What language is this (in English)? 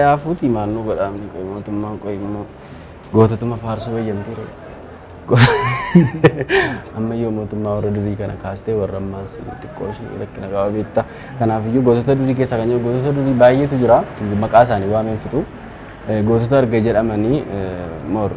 Oromo